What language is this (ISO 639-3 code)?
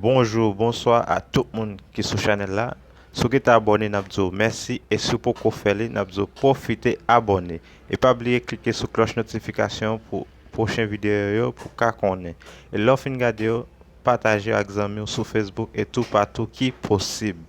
hat